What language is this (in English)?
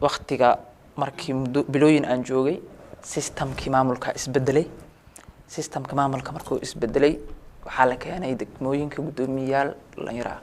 Somali